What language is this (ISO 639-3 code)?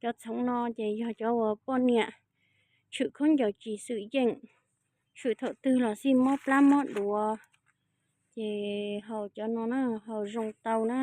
hmn